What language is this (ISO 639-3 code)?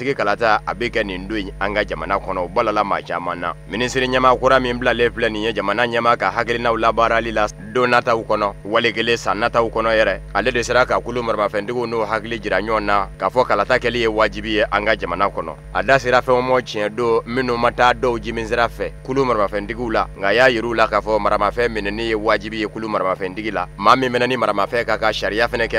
bam